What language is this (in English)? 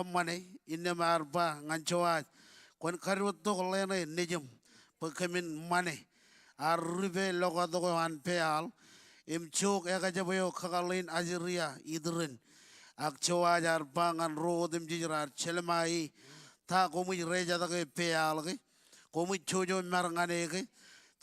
Marshallese